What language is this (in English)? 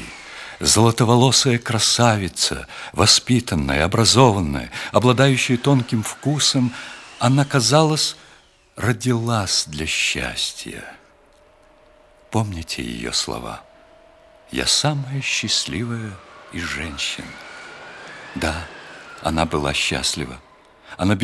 Russian